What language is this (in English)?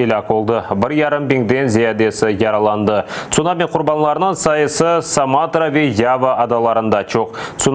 Crimean Tatar